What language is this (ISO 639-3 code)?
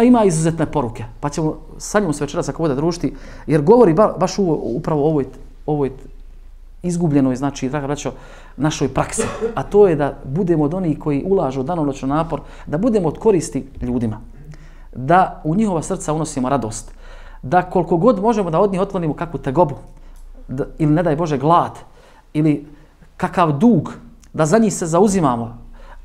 bos